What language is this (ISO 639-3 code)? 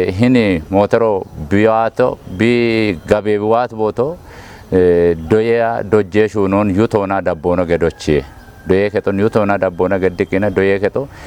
kbr